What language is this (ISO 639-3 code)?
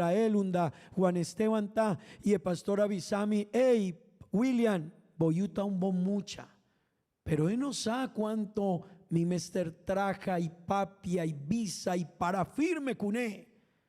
pap